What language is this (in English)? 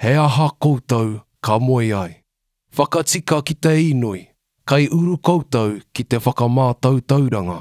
Māori